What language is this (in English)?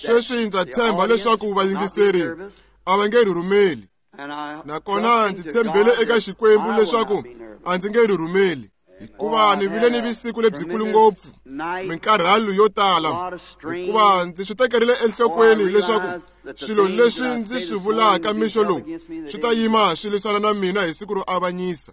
Tsonga